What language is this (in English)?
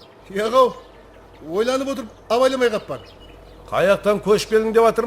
Kara-Kalpak